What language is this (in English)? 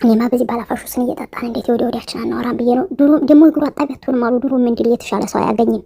Amharic